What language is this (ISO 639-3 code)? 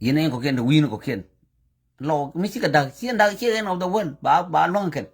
nus